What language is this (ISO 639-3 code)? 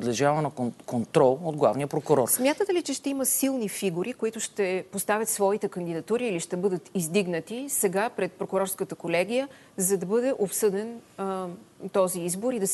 bul